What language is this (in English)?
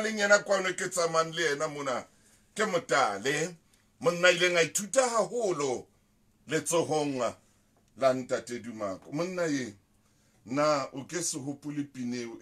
Southern Sotho